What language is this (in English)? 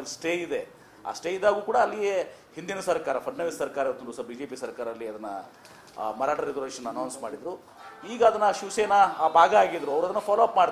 Kannada